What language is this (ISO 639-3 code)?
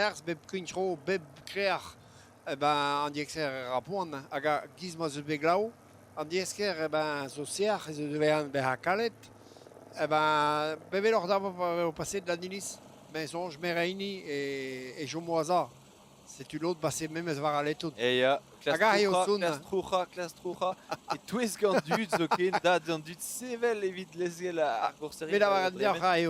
bre